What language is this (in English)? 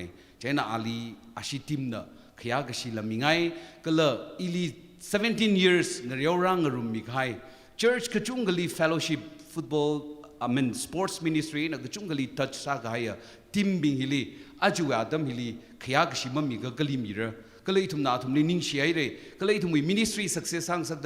Tangkhul Naga (India)